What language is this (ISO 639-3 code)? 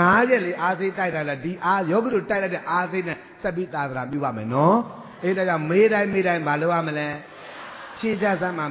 mya